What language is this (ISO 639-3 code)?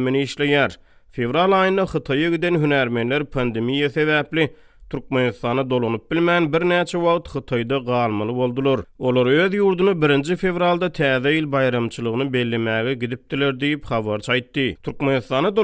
tuk